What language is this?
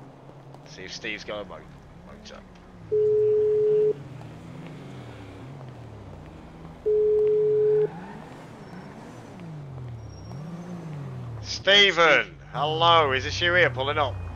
English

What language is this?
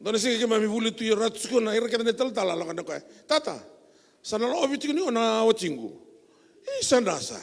Fijian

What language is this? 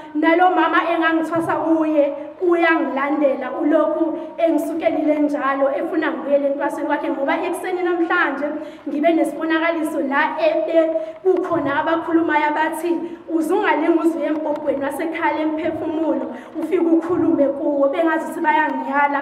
Zulu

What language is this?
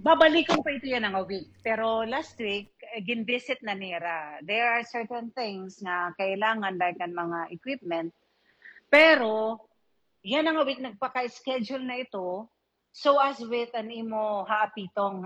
Waray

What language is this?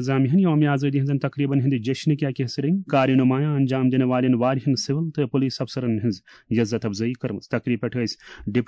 Kashmiri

